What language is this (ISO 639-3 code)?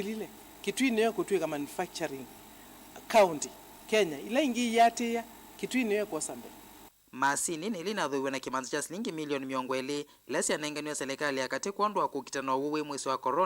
kam